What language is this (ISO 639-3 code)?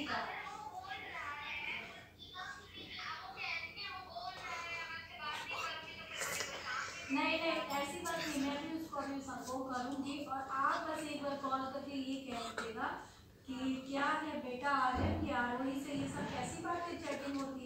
hin